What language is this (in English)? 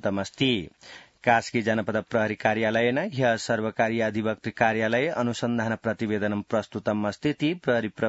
Sanskrit